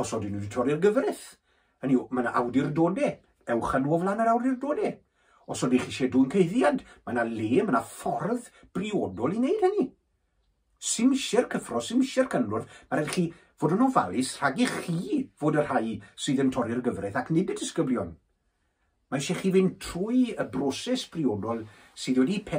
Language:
Welsh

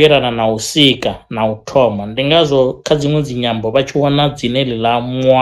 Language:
Venda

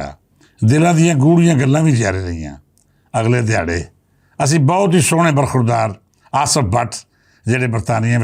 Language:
Western Panjabi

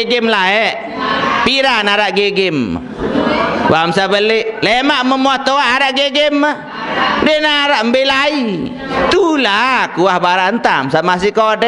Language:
Sasak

